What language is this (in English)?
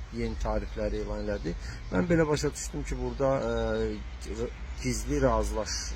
Azerbaijani